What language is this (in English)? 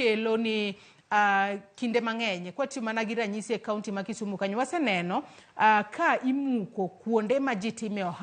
Luo (Kenya and Tanzania)